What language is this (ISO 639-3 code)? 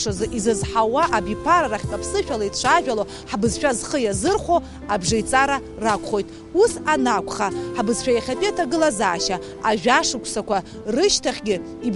abk